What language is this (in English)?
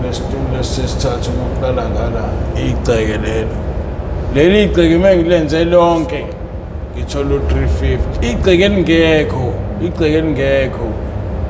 Zulu